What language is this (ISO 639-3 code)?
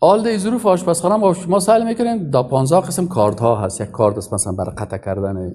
fas